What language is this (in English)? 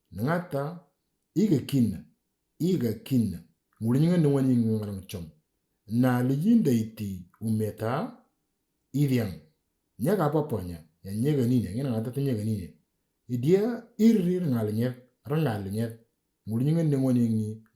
Moro